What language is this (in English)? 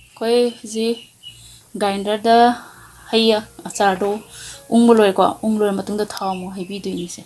Manipuri